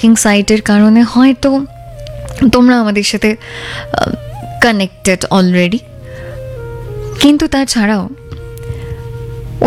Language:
Bangla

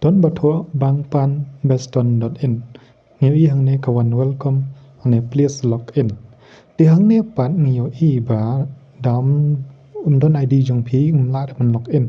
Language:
Khasi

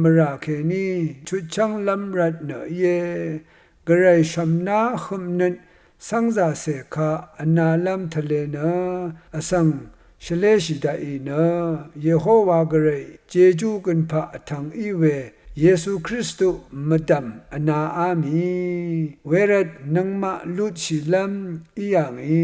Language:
Rawang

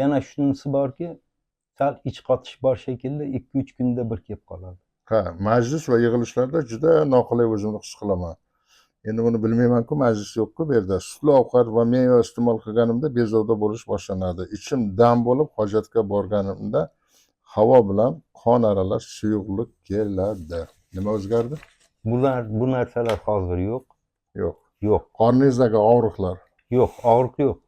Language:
Uzbek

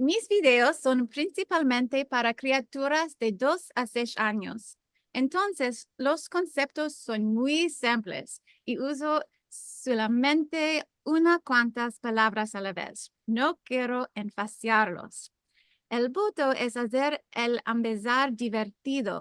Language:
Ladino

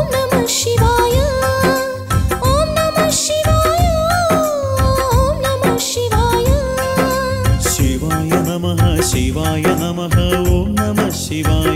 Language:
Kannada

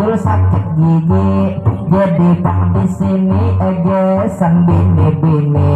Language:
Banjar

